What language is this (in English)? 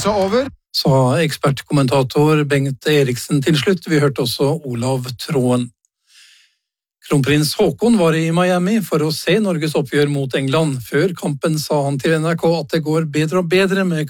Norwegian